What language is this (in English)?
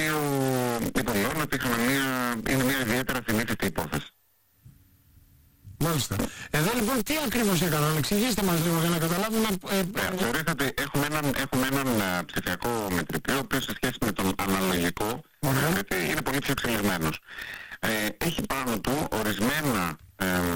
Greek